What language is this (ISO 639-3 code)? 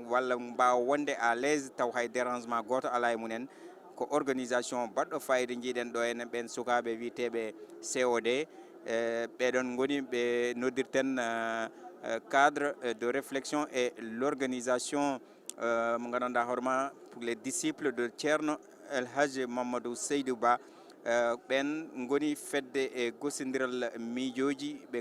ful